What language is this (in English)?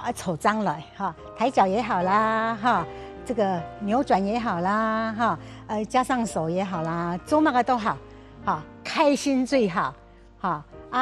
Hakka Chinese